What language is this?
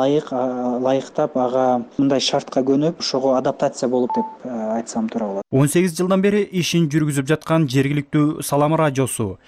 Kyrgyz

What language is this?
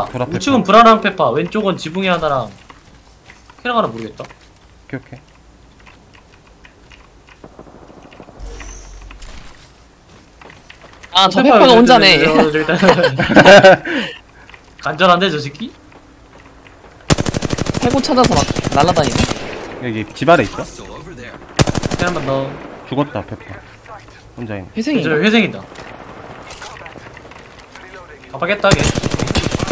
Korean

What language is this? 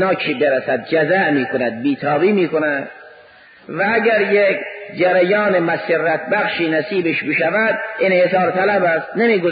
Persian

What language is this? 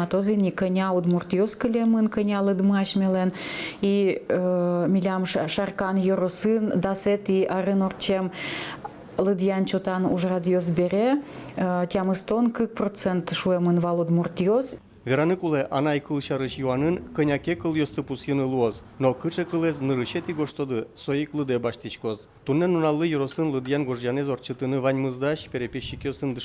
Udmurt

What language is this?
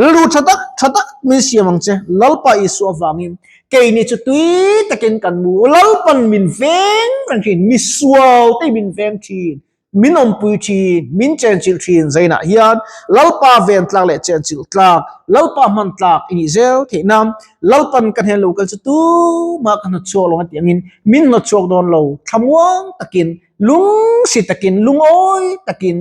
Mizo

